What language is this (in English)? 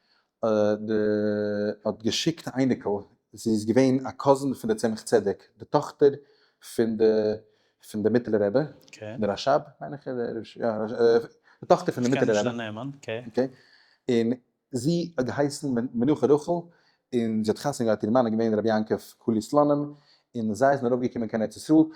Yiddish